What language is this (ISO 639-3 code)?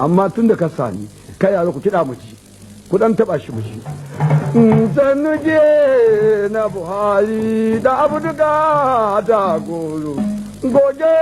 hau